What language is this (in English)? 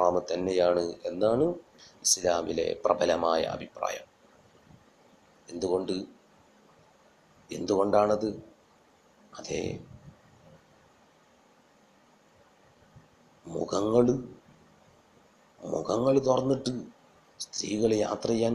Malayalam